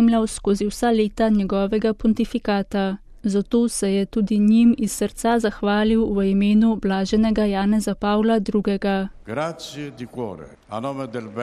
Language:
Slovenian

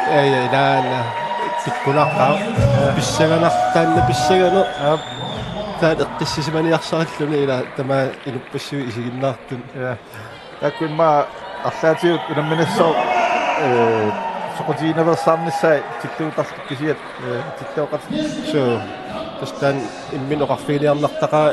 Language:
Kalaallisut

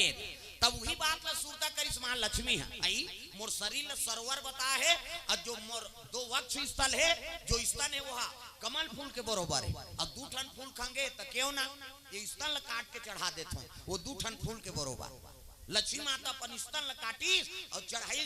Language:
Chhattisgarhi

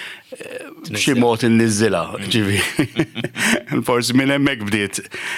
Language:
Maltese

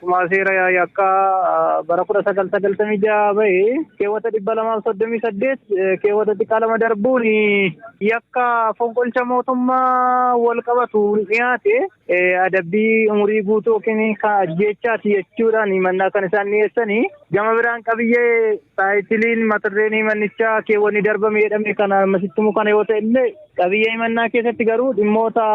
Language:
Oromo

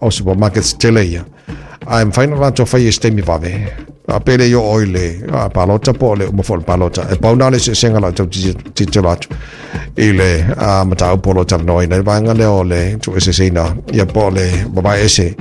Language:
Samoan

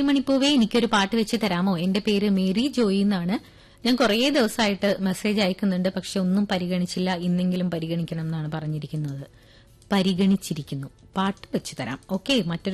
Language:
Malayalam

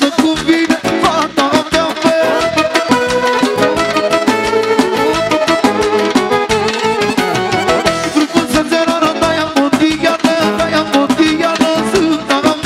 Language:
Romanian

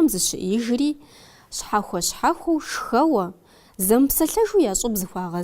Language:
Kabardian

